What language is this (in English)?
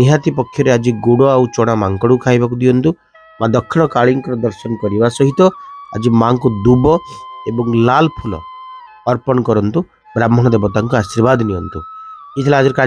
Odia